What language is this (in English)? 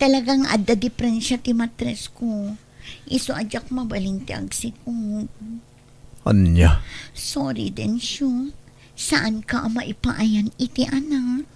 Iloko